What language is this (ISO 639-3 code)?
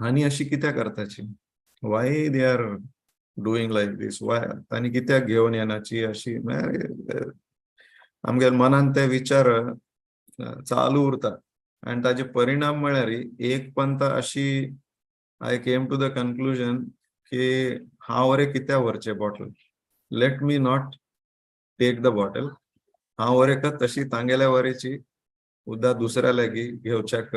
kok